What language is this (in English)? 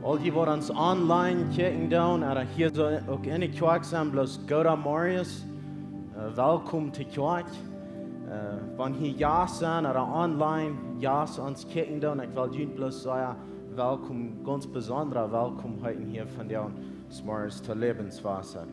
Plautdietsch